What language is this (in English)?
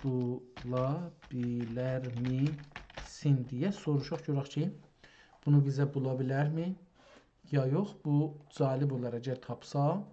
South Azerbaijani